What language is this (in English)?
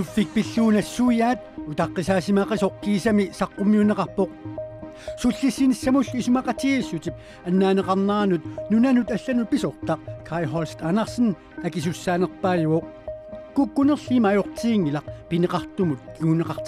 Kalaallisut